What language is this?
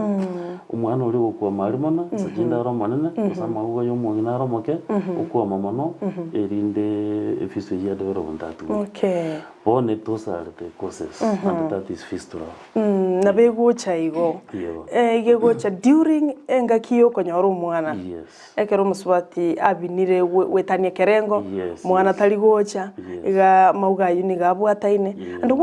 Gusii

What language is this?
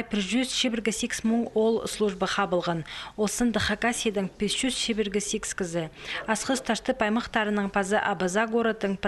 Khakas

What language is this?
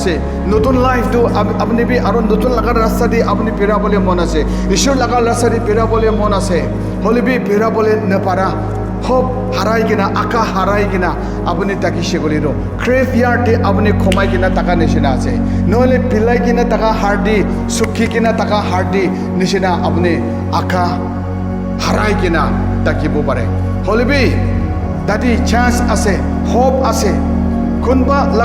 Naga Pidgin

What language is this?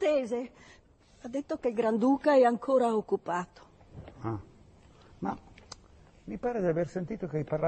Italian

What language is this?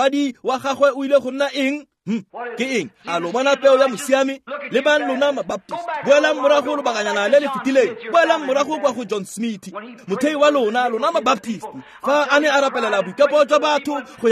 Tswana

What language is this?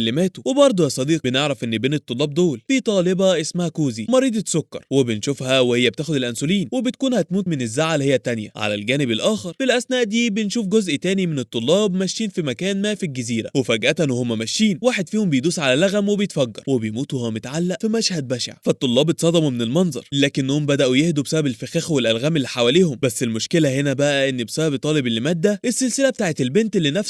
Egyptian Arabic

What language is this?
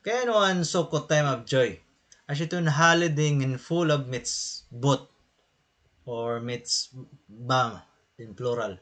Waray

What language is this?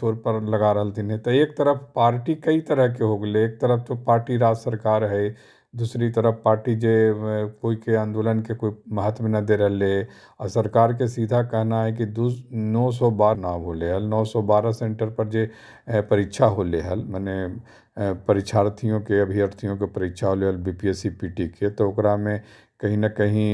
Magahi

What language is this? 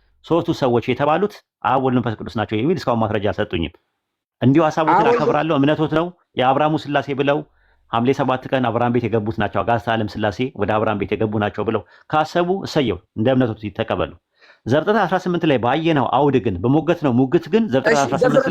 Amharic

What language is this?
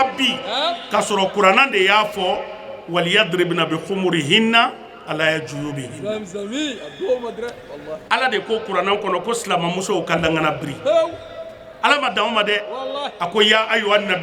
Bambara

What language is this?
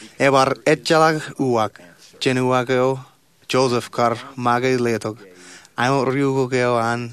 Marshallese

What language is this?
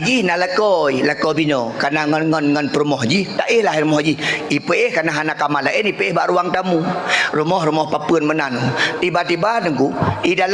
Achinese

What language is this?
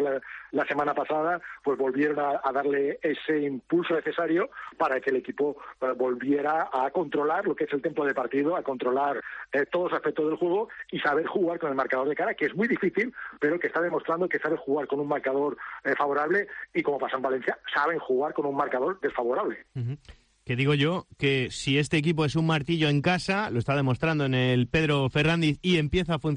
Spanish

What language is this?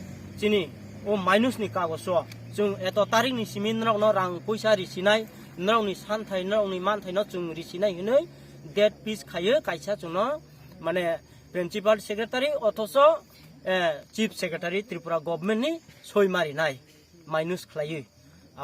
Kok Borok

